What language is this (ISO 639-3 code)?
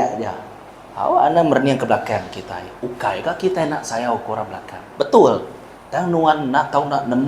iba